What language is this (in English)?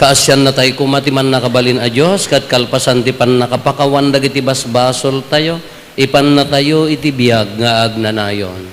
Iloko